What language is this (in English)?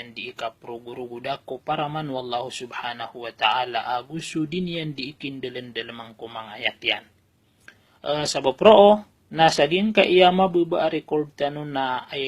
Maranao